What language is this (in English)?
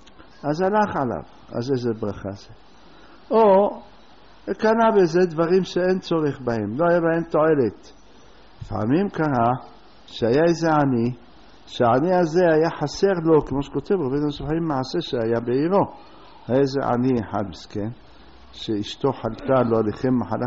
Hebrew